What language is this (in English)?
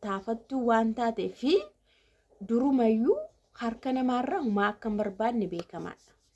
Oromo